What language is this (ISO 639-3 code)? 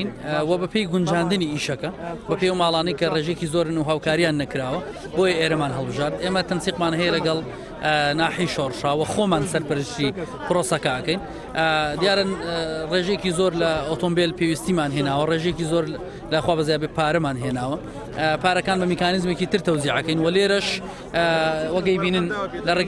ckb